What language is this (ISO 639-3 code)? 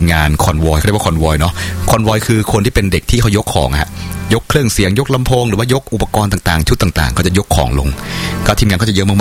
tha